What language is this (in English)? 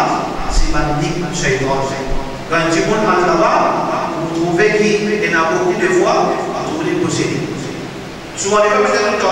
Morisyen